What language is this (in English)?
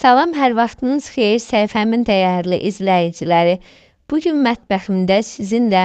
Azerbaijani